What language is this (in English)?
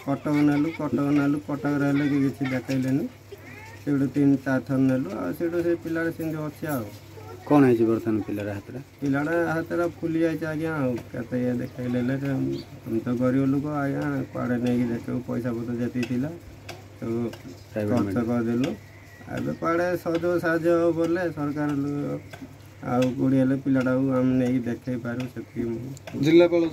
Odia